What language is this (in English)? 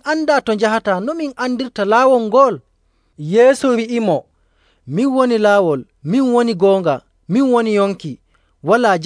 Nigerian Fulfulde